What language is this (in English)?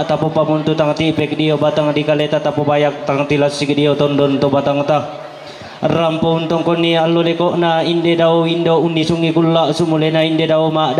Toraja-Sa'dan